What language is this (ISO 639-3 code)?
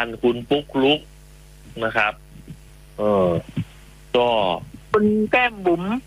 tha